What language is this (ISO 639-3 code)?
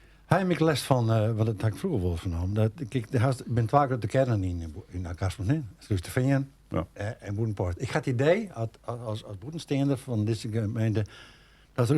fry